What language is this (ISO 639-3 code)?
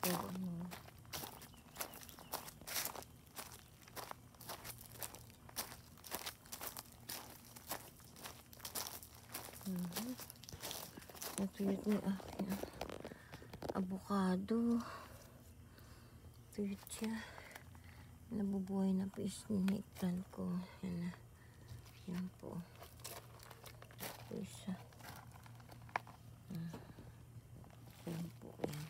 fil